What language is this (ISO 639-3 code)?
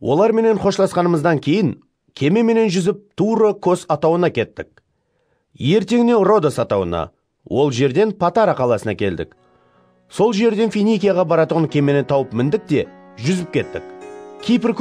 kaa